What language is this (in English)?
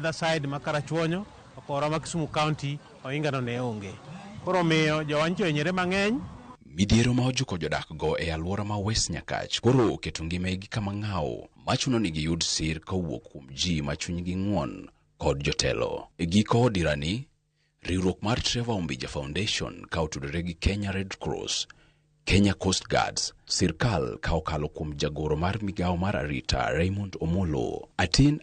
Luo (Kenya and Tanzania)